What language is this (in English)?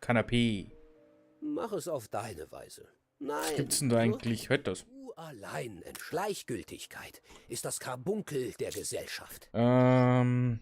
Bavarian